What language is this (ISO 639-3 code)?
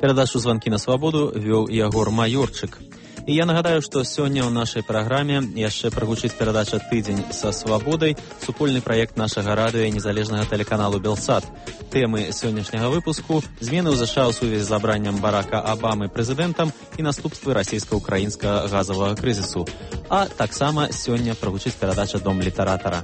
bel